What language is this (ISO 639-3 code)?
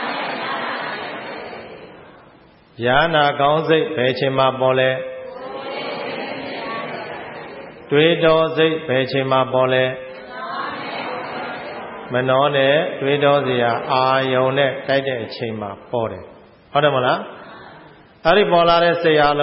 mya